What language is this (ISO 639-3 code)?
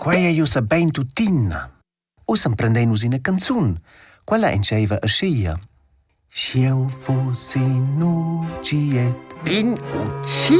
roh